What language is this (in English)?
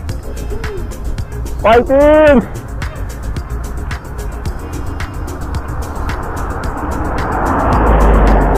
Filipino